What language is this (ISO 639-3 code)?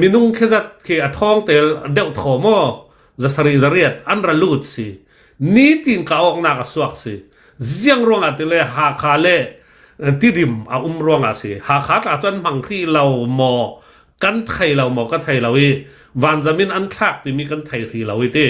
cnh